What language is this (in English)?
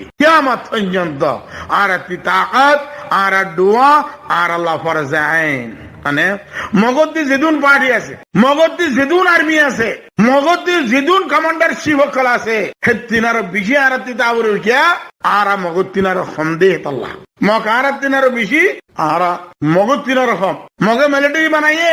Rohingya